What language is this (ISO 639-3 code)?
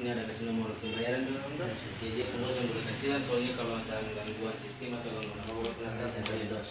abs